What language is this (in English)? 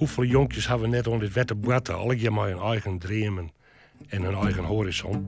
Western Frisian